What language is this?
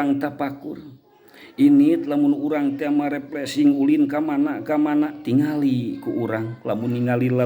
Sundanese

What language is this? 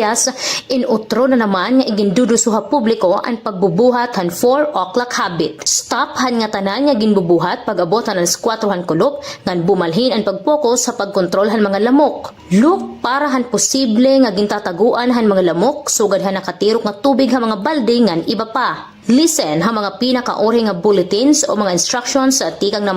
Waray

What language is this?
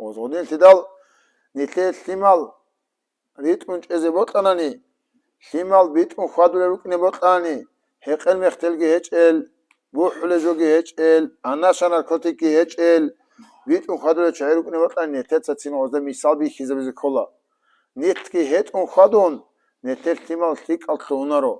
Avaric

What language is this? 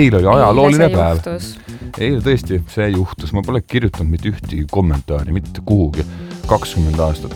Estonian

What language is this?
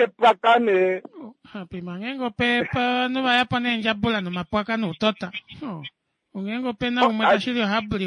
Kuanyama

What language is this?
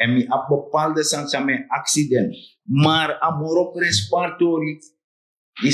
Sranan Tongo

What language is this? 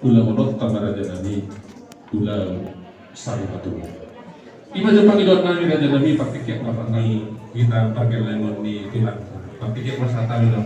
Batak Toba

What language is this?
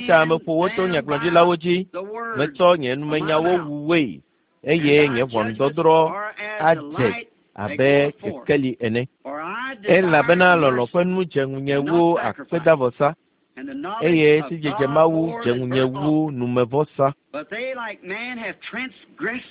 Ewe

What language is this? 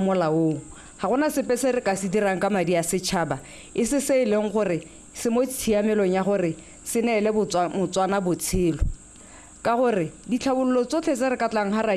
Tswana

